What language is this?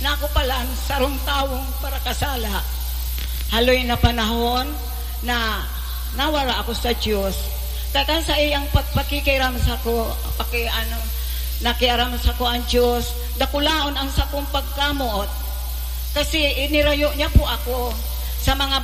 Bikol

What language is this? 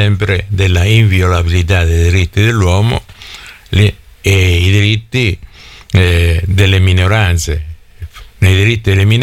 Italian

